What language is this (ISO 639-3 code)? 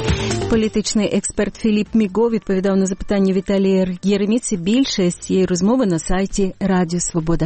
ukr